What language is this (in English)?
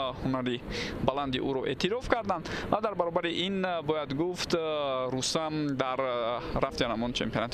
Tajik